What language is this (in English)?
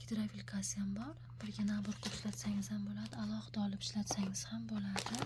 Uzbek